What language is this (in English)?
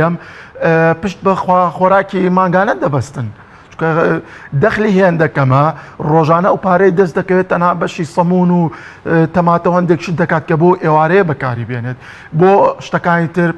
Central Kurdish